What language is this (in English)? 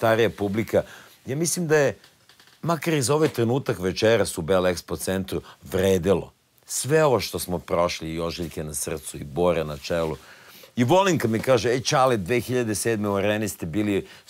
Serbian